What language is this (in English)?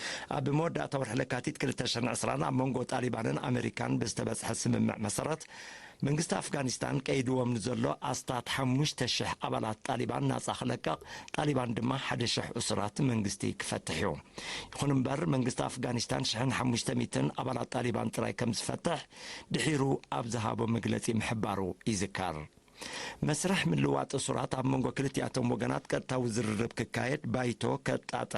Tigrinya